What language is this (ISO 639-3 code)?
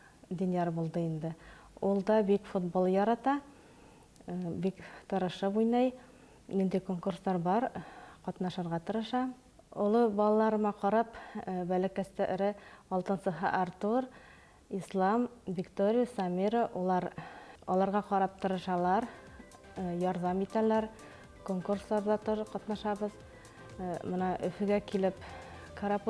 bak